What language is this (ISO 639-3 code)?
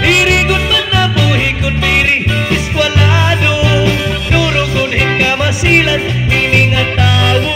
war